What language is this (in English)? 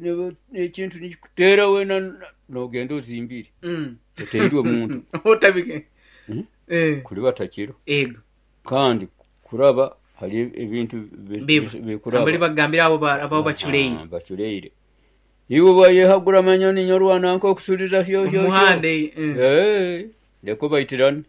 Nyoro